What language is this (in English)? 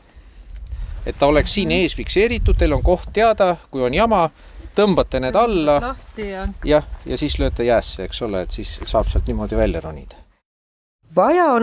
Estonian